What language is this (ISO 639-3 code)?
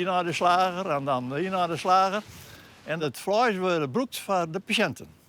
fry